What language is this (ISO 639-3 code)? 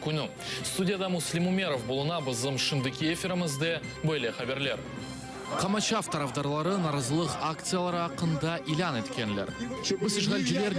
crh